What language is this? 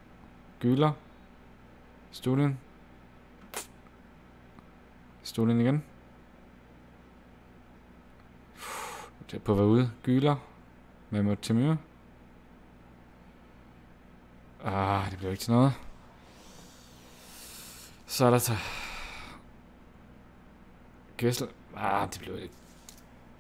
Danish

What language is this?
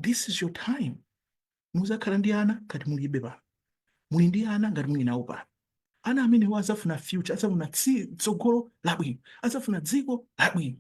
Nyanja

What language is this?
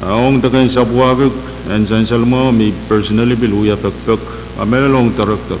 Pohnpeian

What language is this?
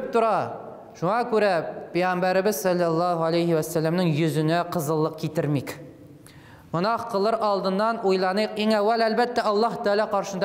Tatar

